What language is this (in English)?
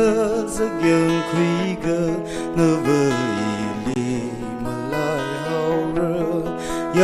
Tangkhul Naga (India)